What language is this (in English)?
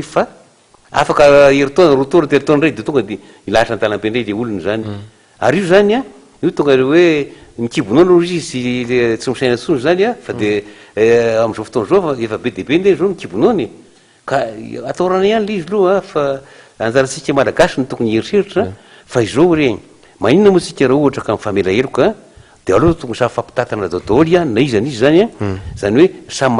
Malagasy